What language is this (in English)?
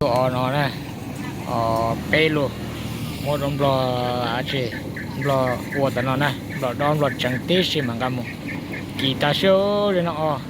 Hmong